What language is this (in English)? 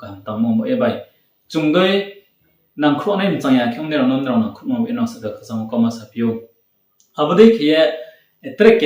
Riang (India)